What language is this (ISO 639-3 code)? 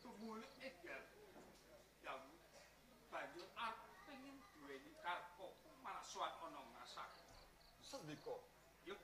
jav